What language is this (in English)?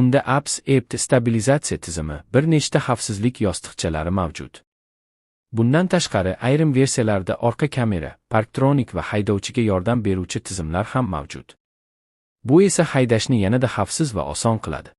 Uzbek